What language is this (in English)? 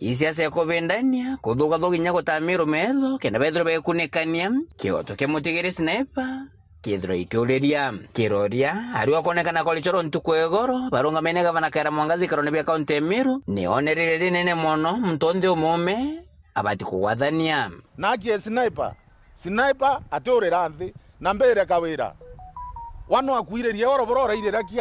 Meru